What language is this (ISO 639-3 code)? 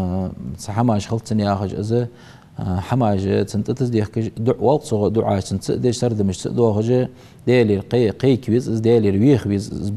inh